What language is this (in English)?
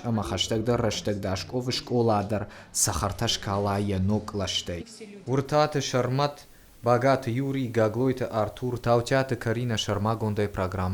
Ossetic